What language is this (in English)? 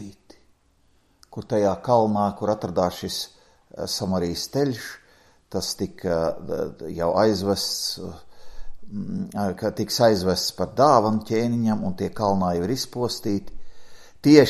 Latvian